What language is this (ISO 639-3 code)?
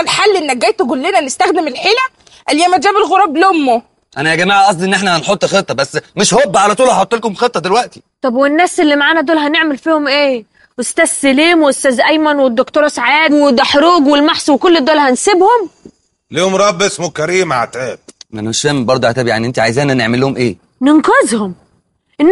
arz